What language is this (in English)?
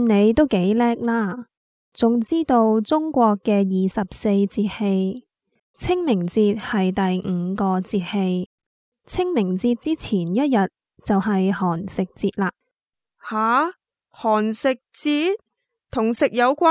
Cantonese